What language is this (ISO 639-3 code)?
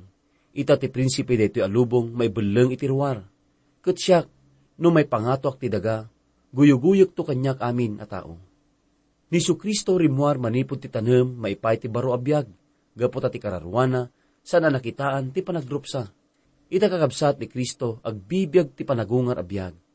ilo